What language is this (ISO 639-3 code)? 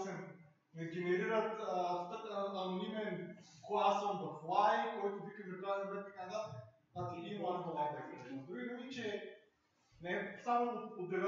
bul